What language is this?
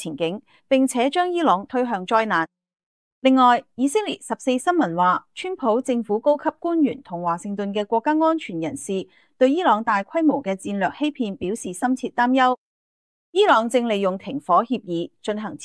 Cantonese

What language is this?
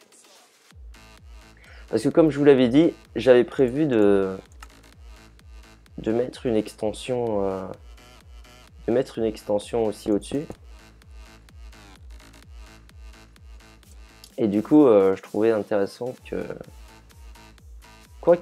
French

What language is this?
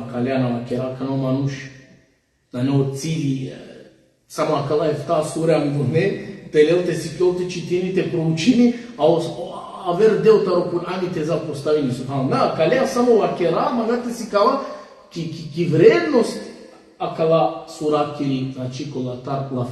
Balkan Romani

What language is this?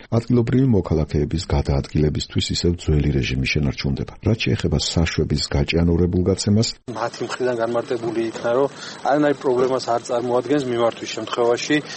Georgian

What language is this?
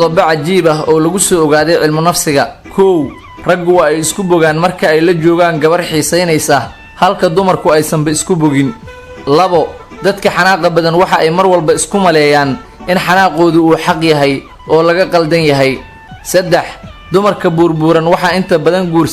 Somali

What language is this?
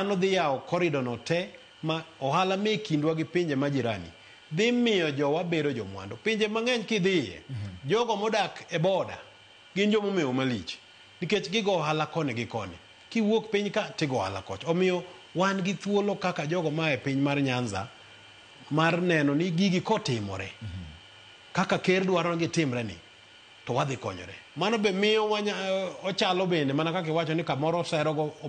Luo (Kenya and Tanzania)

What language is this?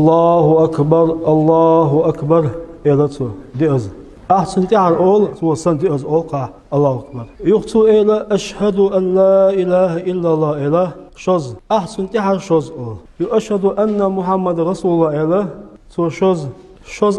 Chechen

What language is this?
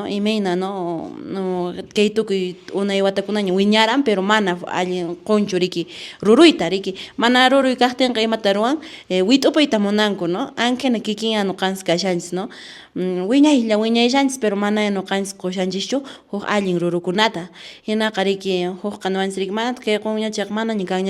Quechua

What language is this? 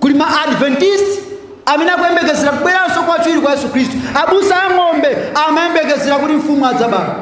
Nyanja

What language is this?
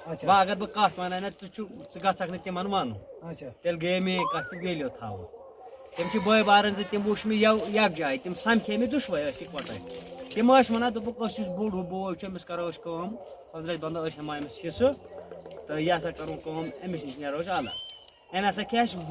Kashmiri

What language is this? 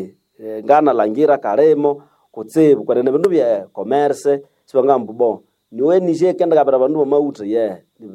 Nande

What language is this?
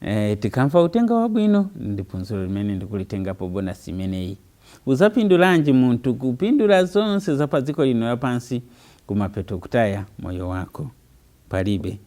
Nyanja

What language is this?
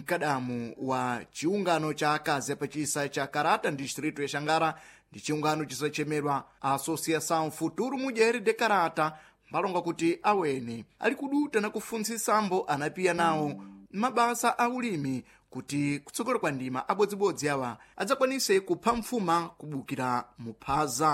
Sena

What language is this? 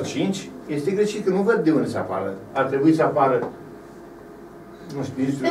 Romanian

